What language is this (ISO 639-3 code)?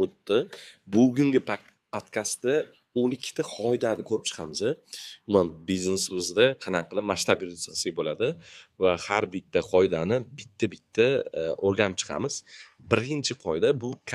uzb